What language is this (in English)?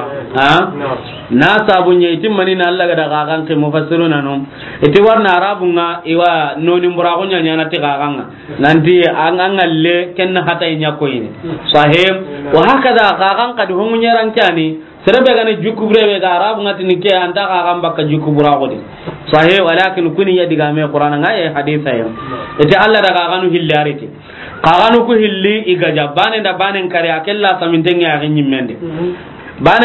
Soninke